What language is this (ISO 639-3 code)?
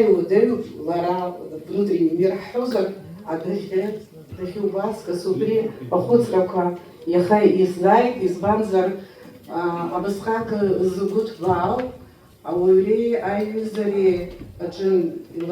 abk